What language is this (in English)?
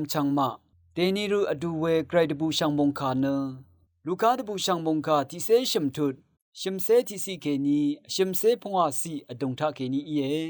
Rawang